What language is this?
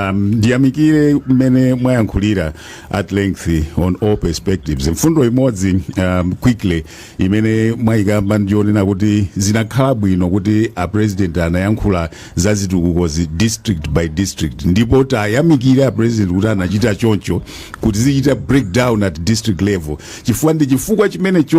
Nyanja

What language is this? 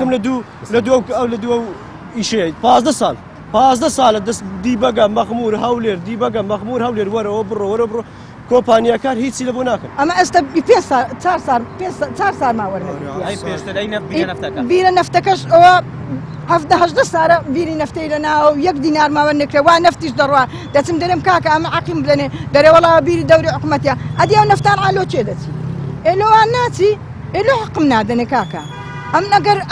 Central Kurdish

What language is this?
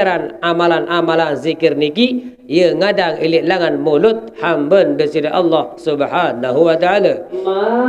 Sasak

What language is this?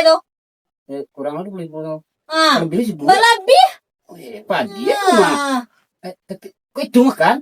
Minangkabau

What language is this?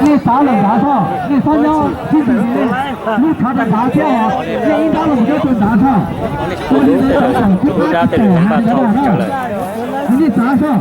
Hmong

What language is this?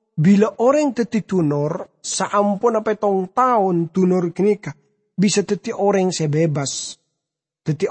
Madurese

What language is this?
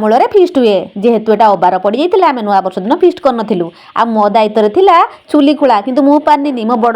Odia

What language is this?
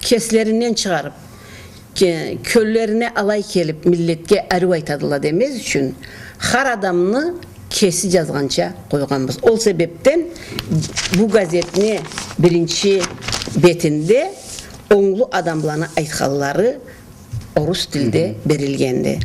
Karachay-Balkar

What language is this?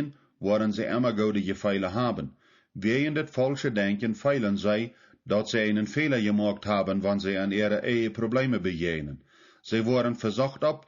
Plautdietsch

